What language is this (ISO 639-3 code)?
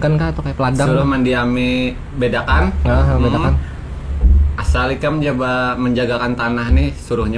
bjn